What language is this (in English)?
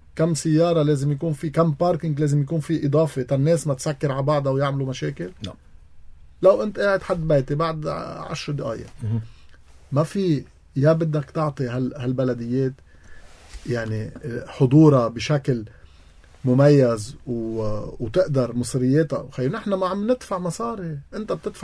North Levantine Arabic